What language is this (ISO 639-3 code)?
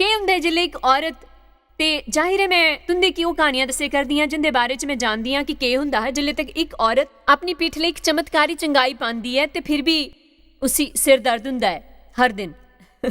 doi